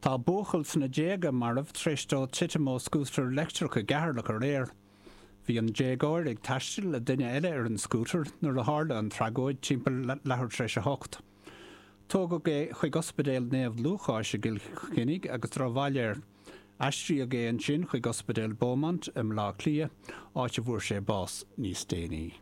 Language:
Irish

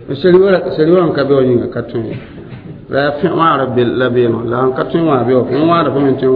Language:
Mossi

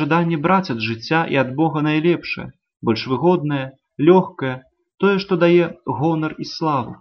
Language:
Belarusian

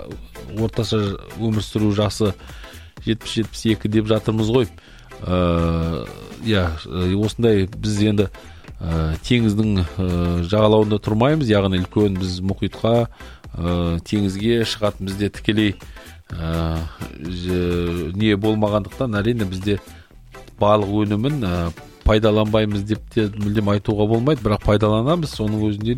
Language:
Kazakh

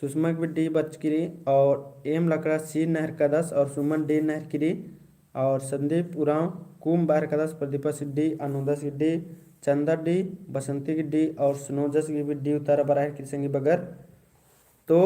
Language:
Kurukh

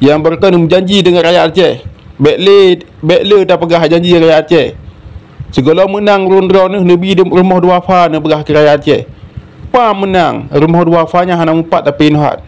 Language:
Achinese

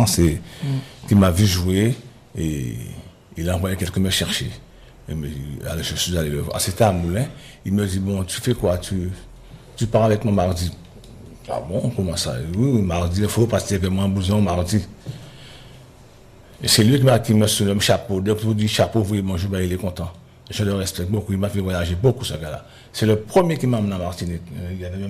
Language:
French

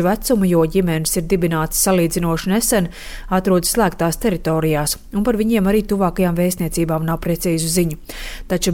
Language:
Latvian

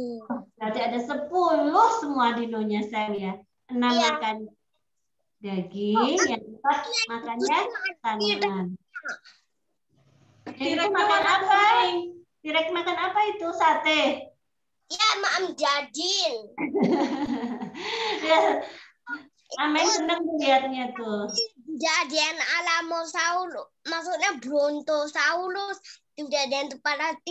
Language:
Indonesian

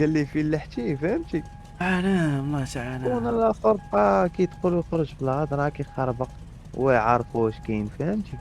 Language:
Moroccan Arabic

